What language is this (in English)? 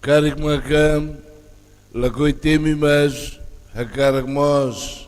Tetum